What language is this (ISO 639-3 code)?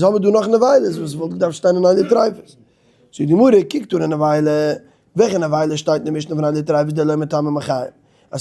yid